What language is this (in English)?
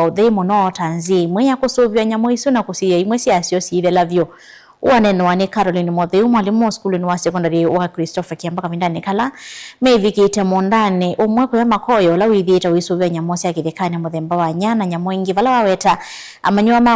Kamba